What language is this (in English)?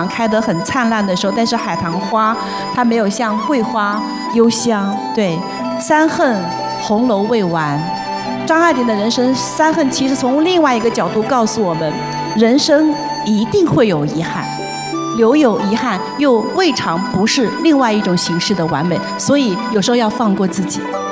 Chinese